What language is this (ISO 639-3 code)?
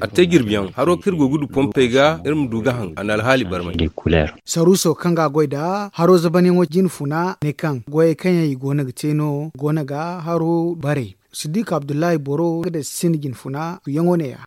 dje